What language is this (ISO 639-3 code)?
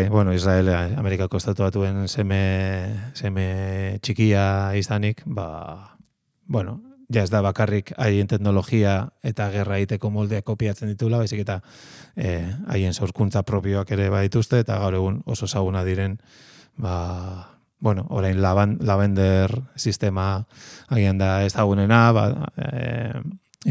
eus